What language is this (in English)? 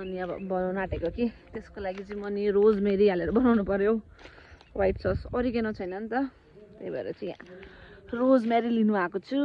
Nepali